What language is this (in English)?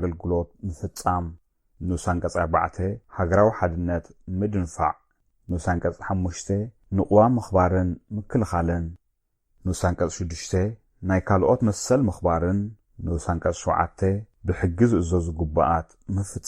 Tigrinya